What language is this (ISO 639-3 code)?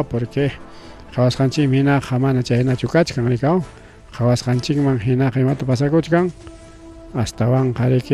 quy